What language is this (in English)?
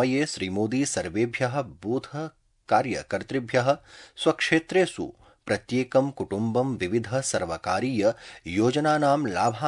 Sanskrit